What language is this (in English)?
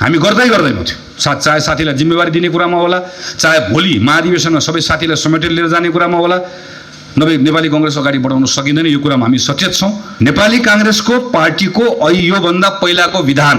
Nepali